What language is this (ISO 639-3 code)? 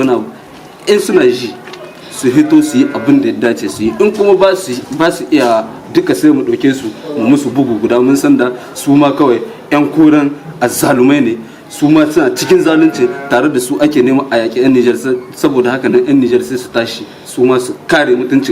hau